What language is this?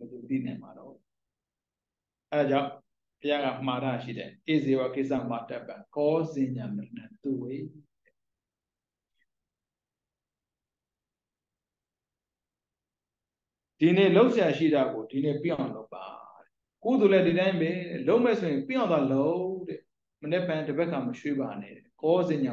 Burmese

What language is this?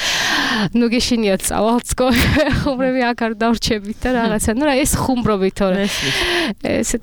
Georgian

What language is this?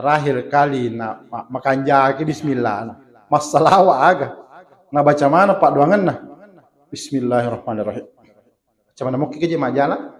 Buginese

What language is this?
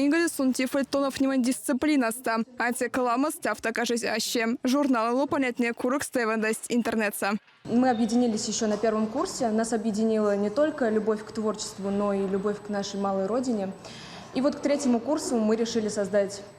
Erzya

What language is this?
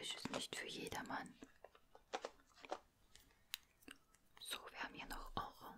German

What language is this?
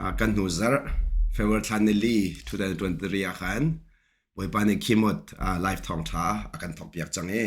Hakha Chin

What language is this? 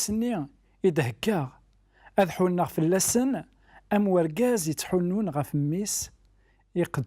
Kabyle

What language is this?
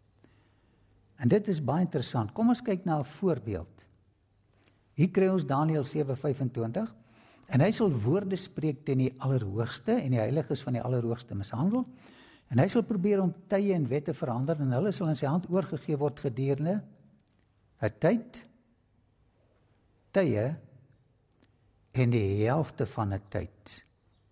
Afrikaans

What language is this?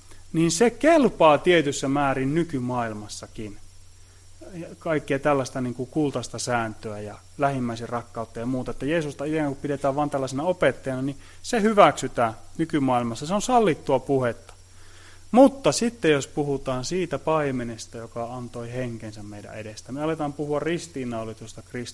Finnish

